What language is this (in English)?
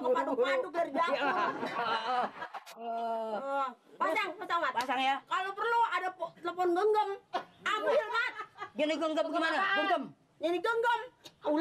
Betawi